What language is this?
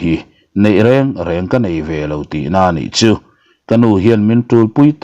Mizo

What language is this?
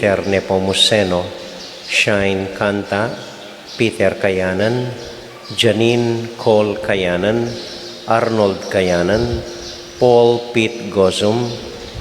Pampanga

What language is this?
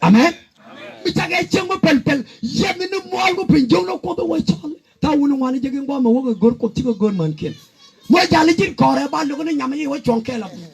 Nuer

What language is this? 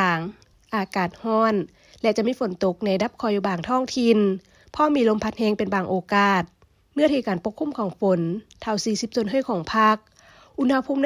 Lao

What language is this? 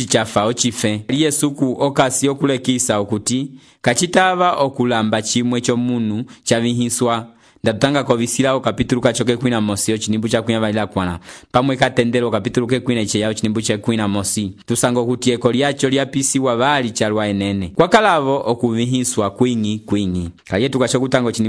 Umbundu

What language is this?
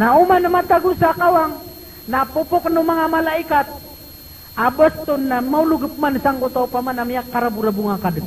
Maranao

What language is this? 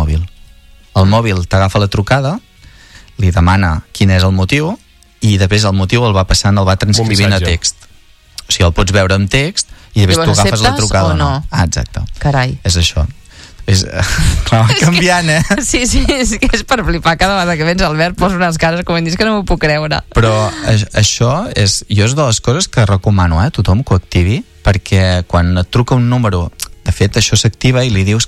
Catalan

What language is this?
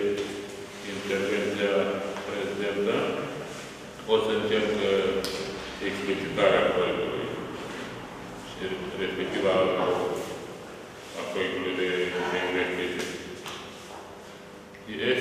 Romanian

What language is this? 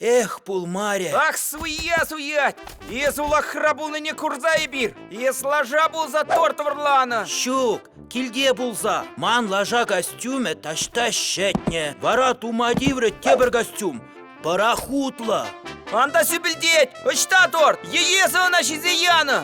Chuvash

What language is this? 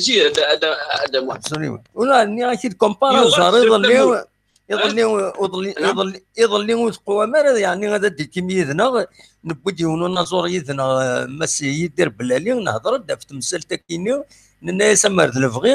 Kabyle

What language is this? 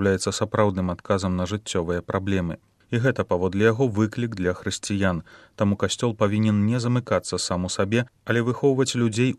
Belarusian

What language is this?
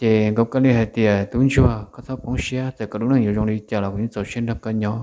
Hmong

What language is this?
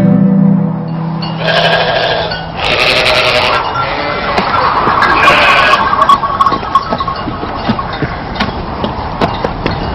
Uyghur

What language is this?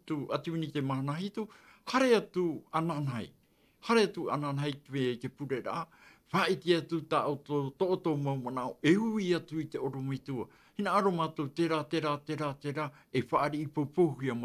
Tahitian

